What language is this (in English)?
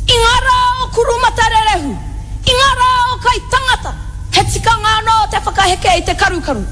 Māori